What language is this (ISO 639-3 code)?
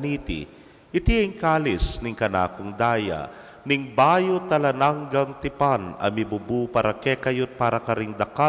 pam